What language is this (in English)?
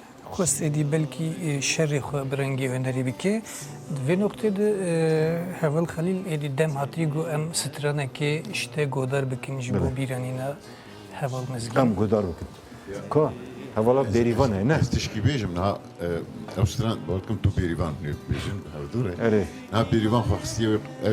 Kurdish